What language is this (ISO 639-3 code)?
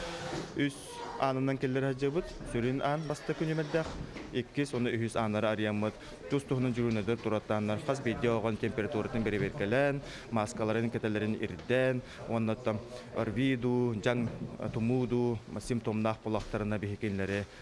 sah